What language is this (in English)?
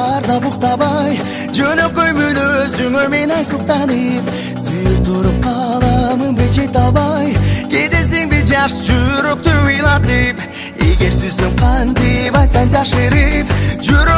Kazakh